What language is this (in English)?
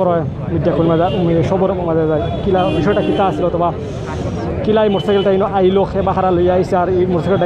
Sylheti